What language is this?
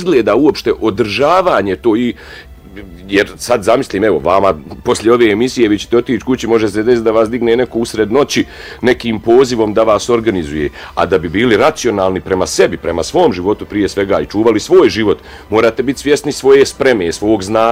Bosnian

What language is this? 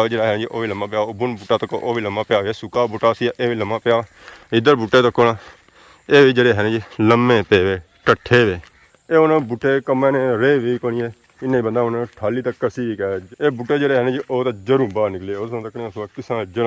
Pahari-Potwari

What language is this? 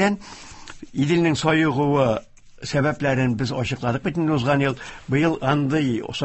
Tatar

